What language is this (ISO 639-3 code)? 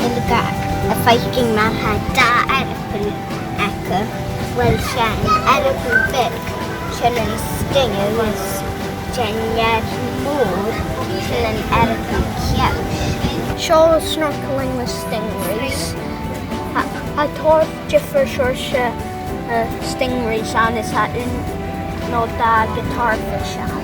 gla